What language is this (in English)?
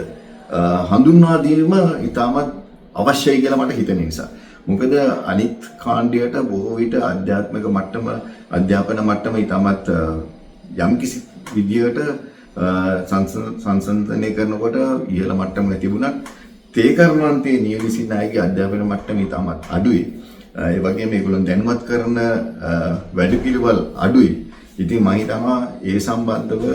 Sinhala